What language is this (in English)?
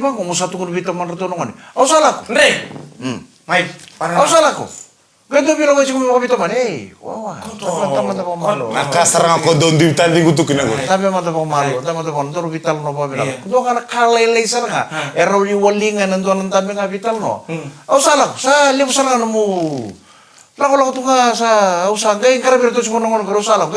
Fijian